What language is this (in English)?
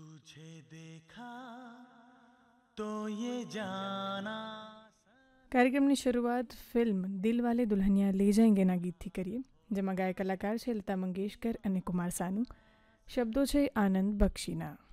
Gujarati